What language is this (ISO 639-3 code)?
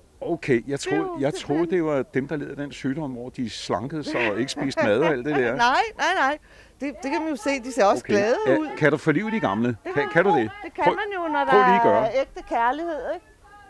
dan